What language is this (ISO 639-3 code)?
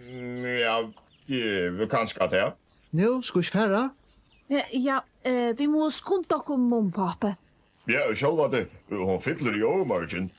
fao